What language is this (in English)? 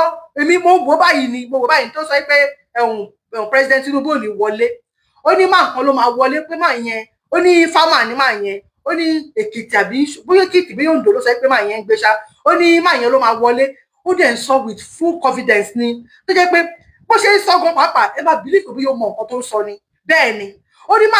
Yoruba